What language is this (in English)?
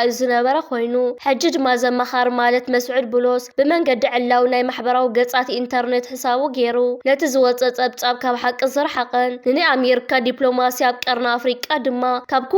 Tigrinya